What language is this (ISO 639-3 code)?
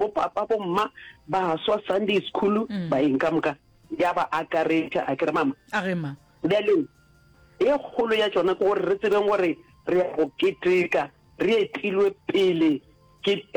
nso